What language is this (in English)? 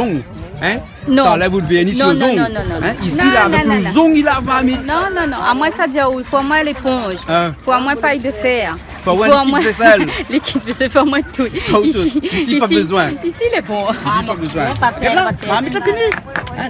Réunion Creole French